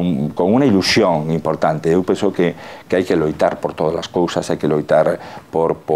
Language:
Galician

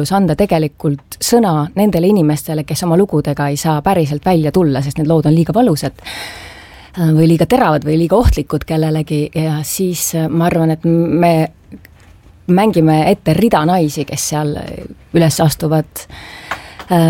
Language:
Estonian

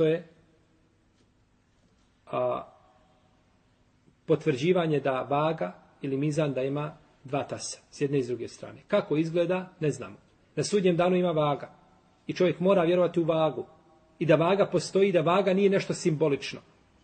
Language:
Bosnian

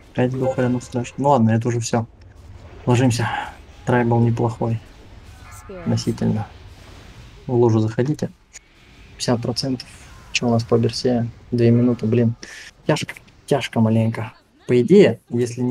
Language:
Russian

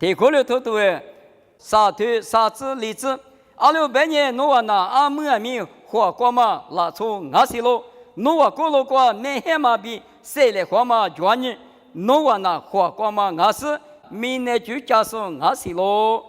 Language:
Lisu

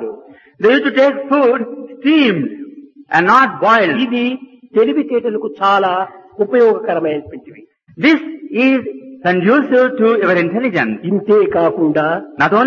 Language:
Telugu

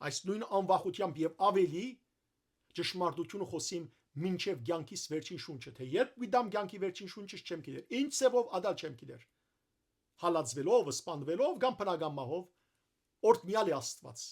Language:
Western Armenian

